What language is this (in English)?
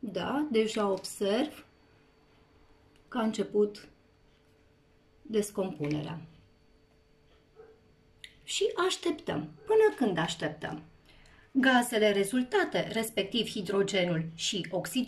Romanian